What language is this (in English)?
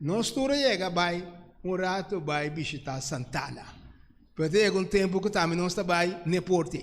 Papiamento